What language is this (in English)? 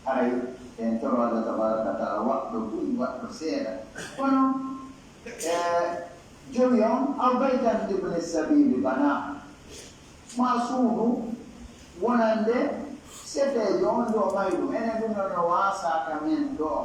Pular